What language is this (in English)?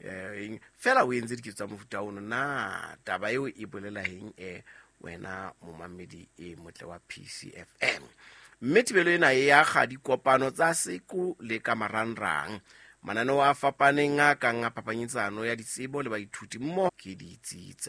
Southern Sotho